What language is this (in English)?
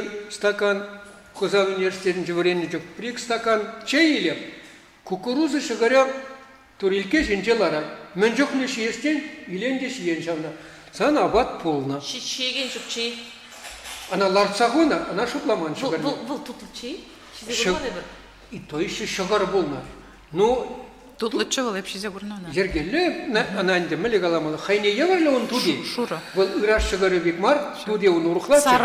Chuvash